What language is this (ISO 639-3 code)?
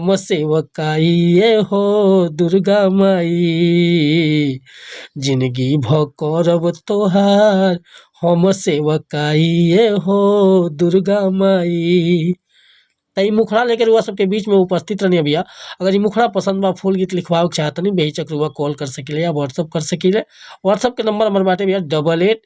bho